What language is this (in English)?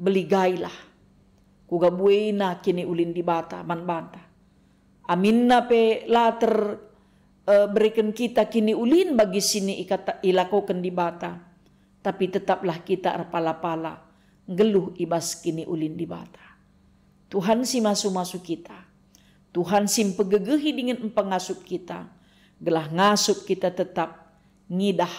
Batak Karo